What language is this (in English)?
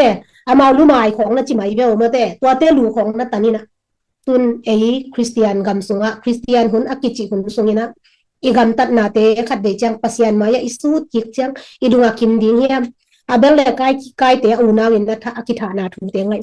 Tedim Chin